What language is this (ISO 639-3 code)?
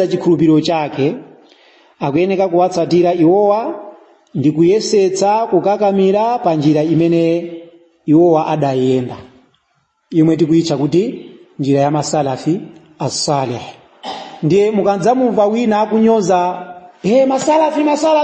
nya